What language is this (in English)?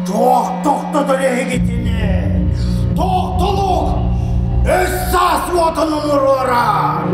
Yakut